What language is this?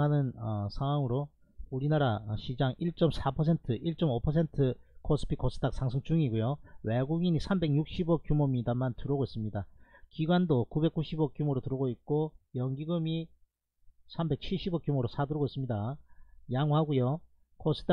Korean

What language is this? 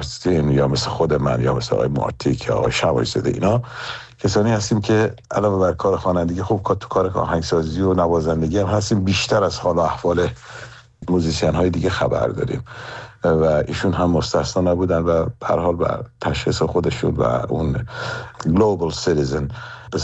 Persian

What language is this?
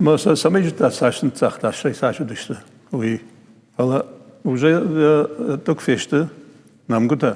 Ossetic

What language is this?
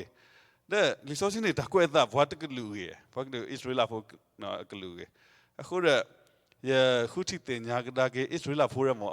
S'gaw Karen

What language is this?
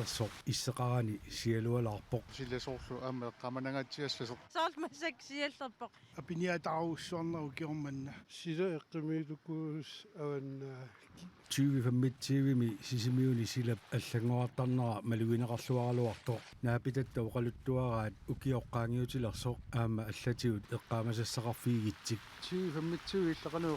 Kalaallisut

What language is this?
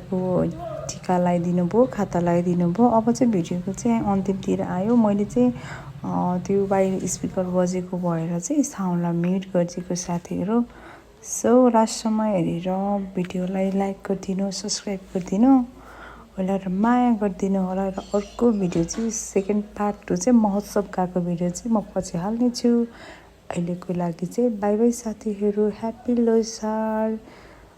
Nepali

